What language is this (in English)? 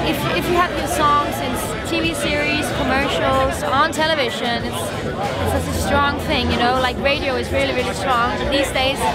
English